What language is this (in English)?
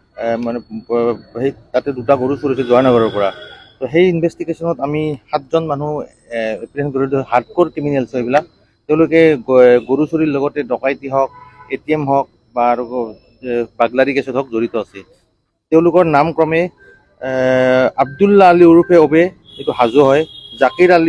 Assamese